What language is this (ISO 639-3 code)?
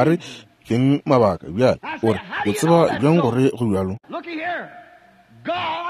nso